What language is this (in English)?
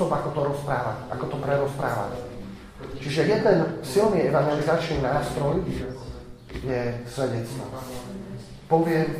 Slovak